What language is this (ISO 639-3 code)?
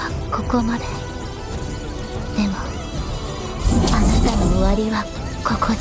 jpn